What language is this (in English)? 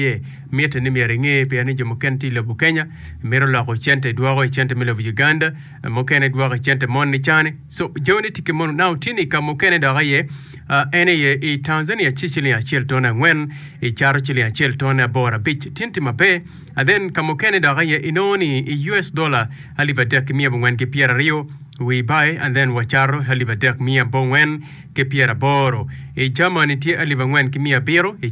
Acoli